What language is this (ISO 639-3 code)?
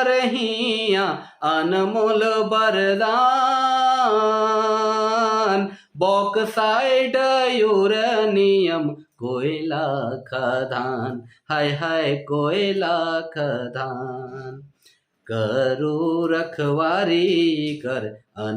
sck